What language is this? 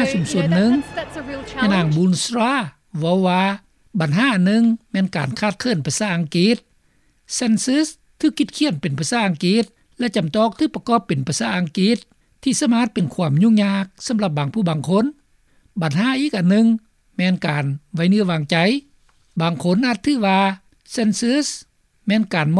Lao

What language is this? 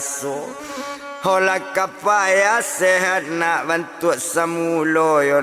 Minangkabau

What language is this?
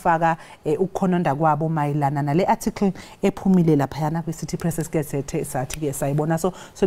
Zulu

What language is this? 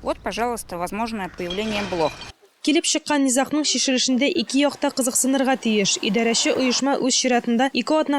Tatar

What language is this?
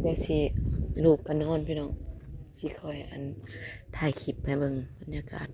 Northeastern Thai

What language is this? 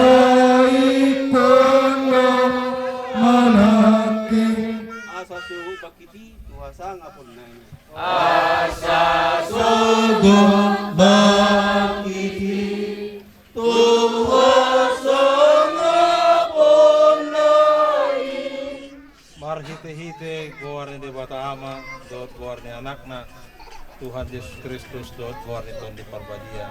Batak Toba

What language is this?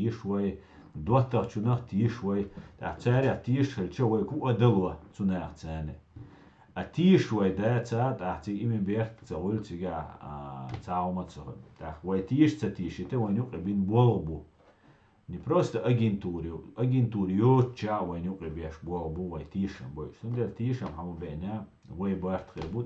Chechen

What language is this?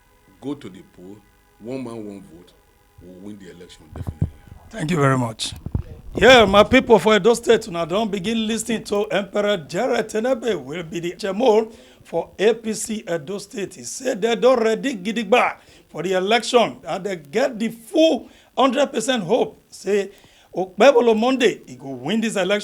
Nigerian Pidgin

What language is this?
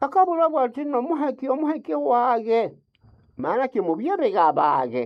Nande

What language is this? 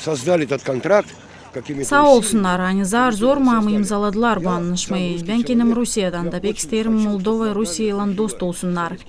Gagauz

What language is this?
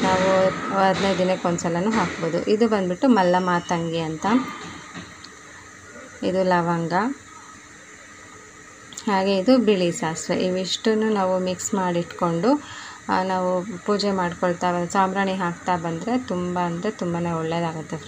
Kannada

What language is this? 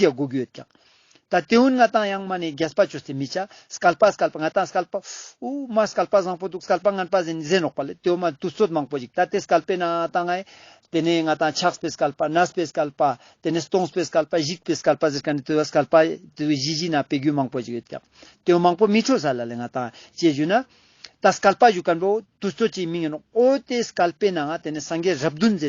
Ladakhi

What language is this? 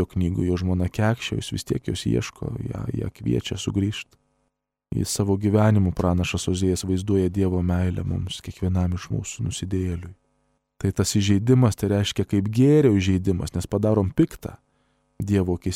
Lithuanian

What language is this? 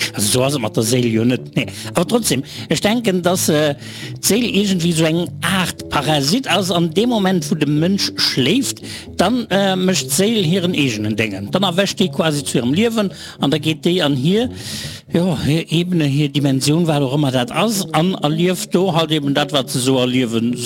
Luxembourgish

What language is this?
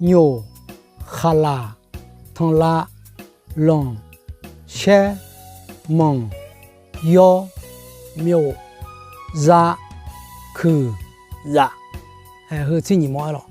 Akha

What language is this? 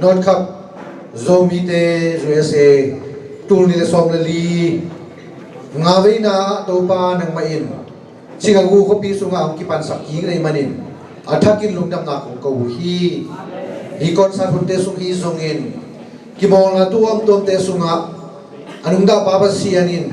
Tedim Chin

